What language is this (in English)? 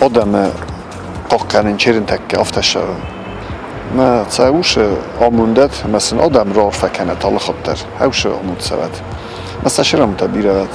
Ossetic